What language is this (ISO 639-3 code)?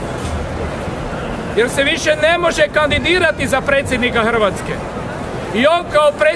hrv